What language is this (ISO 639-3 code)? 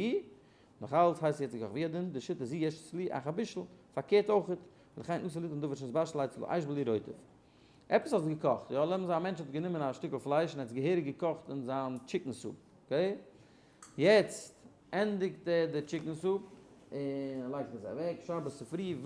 yid